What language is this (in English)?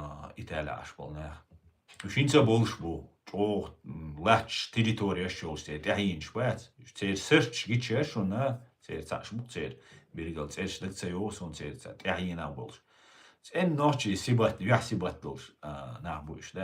Chechen